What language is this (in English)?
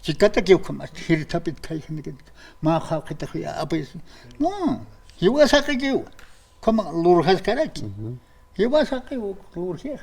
Aymara